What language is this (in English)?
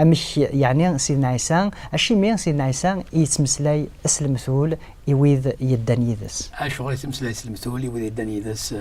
Kabyle